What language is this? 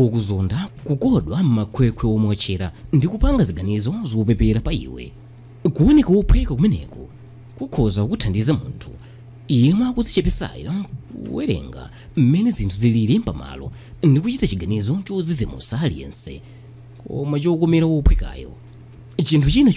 Nyanja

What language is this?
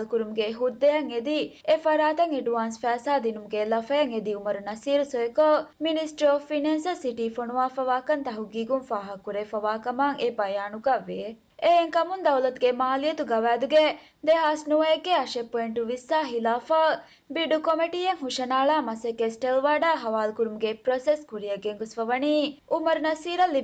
Divehi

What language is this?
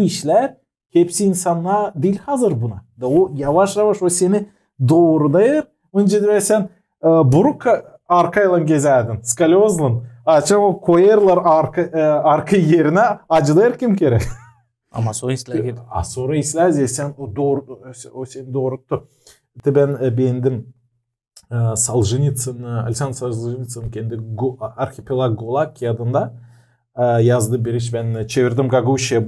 Gagauz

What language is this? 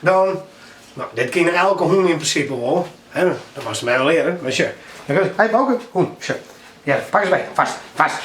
Western Frisian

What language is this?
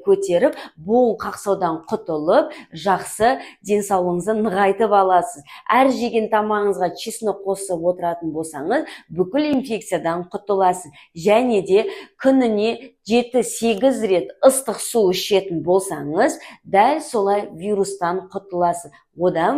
Kazakh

